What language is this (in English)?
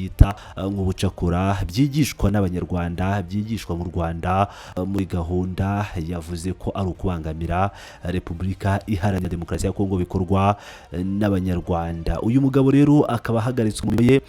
Kinyarwanda